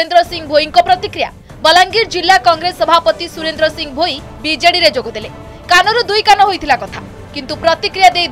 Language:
Odia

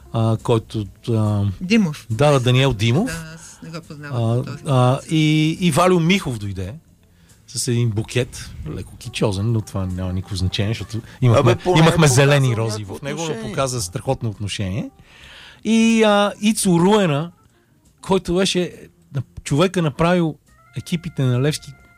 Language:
Bulgarian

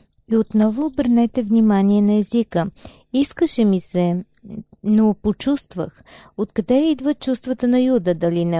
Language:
Bulgarian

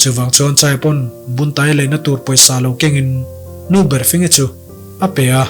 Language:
Mizo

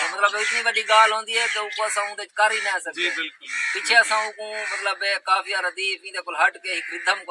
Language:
Saraiki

